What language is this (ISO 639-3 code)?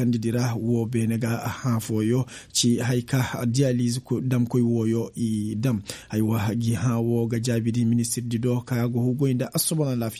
ses